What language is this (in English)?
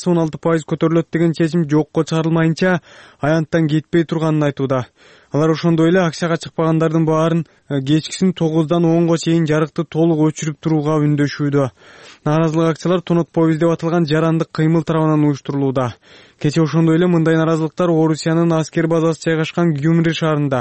Kyrgyz